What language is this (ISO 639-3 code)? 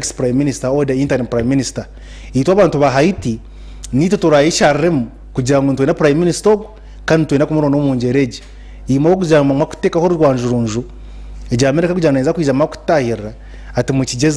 nyn